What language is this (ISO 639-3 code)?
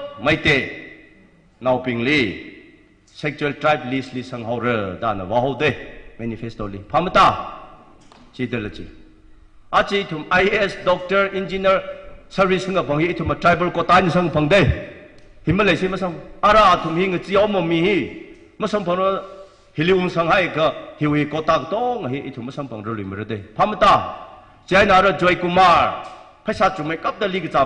nmf